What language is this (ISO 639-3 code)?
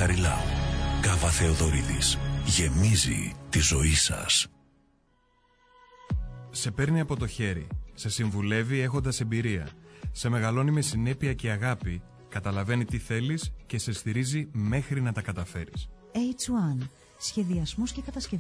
ell